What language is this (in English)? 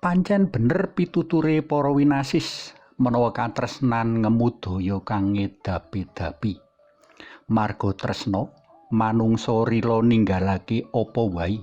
Javanese